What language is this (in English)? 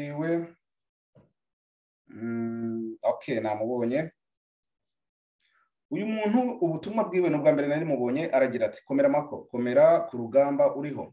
Kinyarwanda